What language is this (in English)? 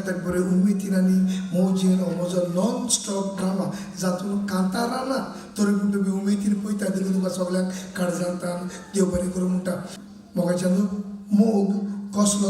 Konkani